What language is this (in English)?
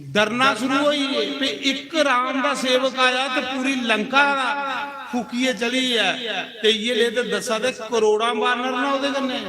Dogri